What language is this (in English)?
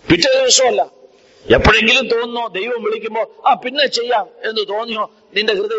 Malayalam